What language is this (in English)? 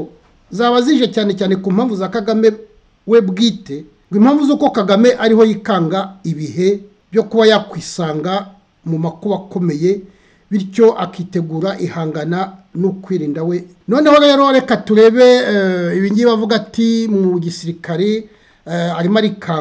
Kinyarwanda